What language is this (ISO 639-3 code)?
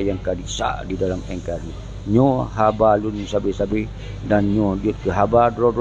ace